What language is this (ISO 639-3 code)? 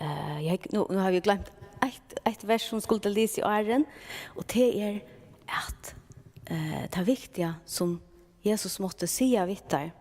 fao